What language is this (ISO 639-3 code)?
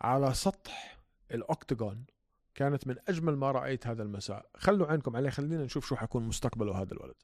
apc